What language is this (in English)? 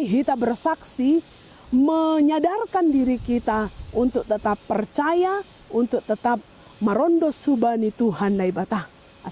Batak Simalungun